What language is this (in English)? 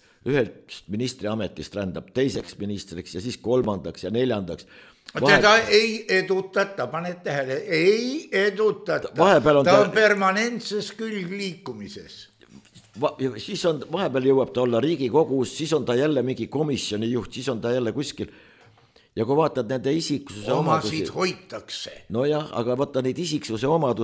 Estonian